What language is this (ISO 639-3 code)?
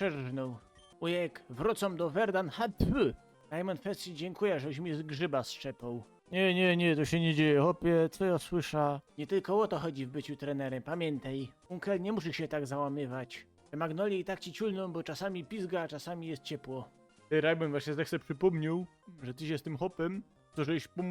szl